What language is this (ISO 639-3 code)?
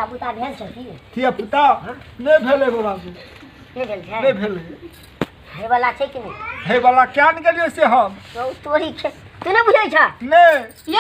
mai